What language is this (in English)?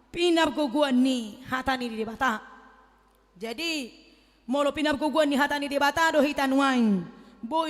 Batak Toba